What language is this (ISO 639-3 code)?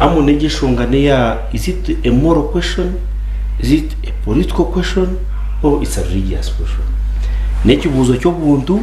nyn